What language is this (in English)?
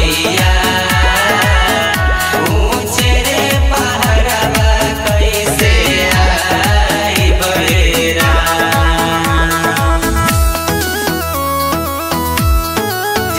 Bhojpuri